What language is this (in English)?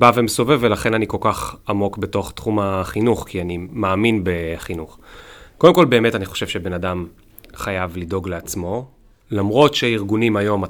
Hebrew